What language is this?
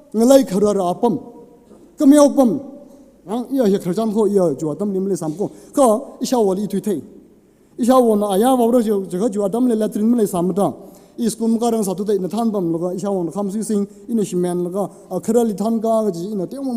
Tangkhul Naga (India)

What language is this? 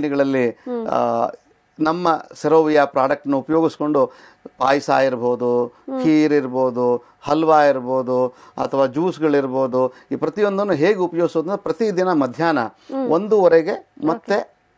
Kannada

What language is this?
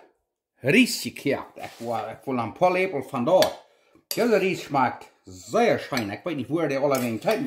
Plautdietsch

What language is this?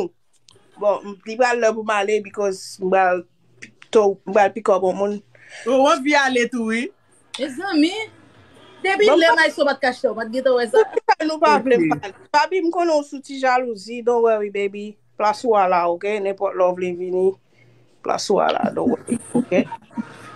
Haitian Creole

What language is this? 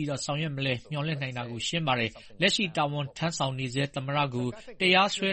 Burmese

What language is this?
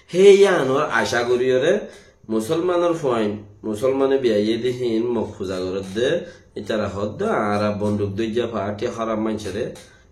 Rohingya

